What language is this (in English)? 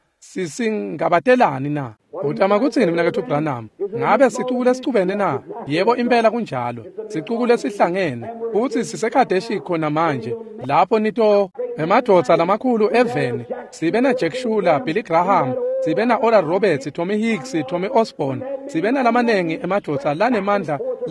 Swati